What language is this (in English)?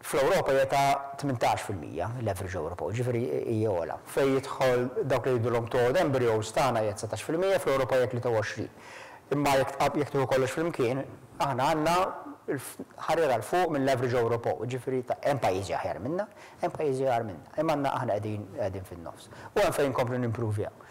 Maltese